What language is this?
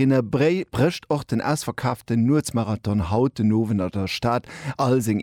Luxembourgish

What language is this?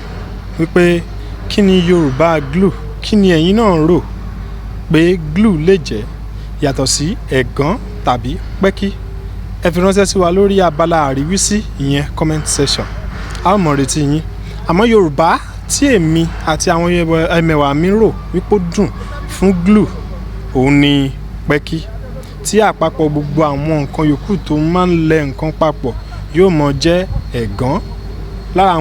Yoruba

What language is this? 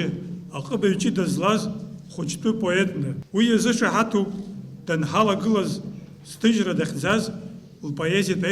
Abkhazian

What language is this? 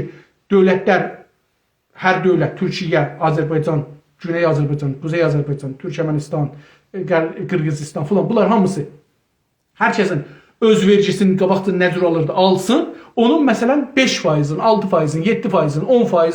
South Azerbaijani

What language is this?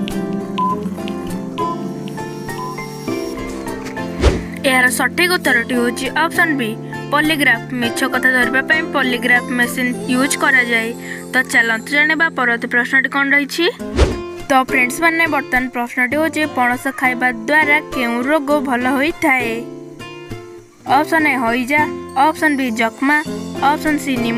Odia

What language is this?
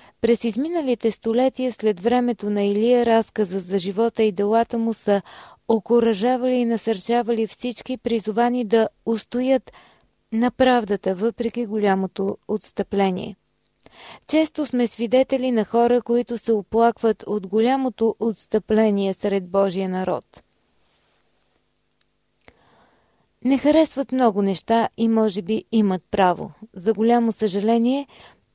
Bulgarian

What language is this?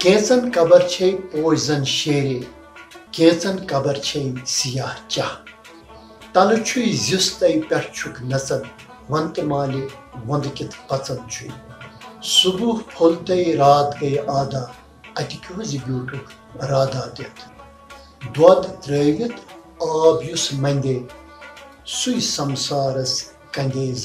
Kashmiri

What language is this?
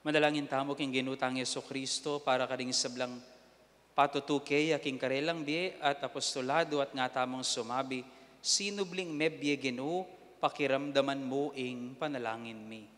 Pampanga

